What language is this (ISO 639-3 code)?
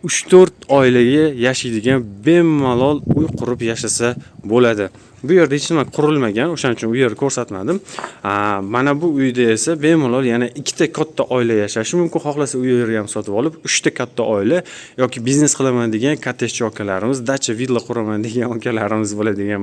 uzb